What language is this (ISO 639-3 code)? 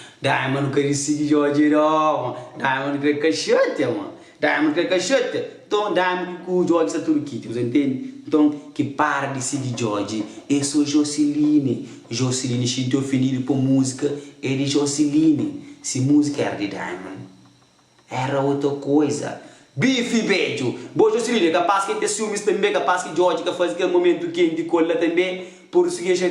kea